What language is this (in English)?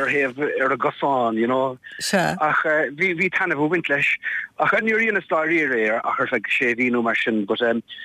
Irish